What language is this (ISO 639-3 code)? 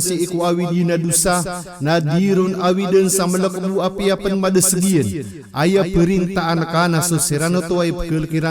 mrw